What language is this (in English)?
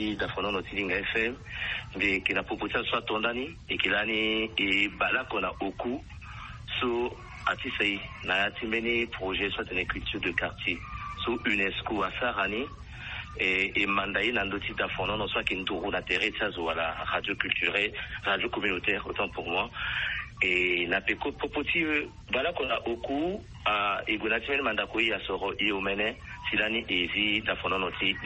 Sango